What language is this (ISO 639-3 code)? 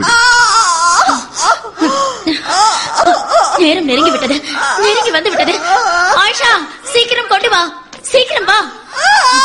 tam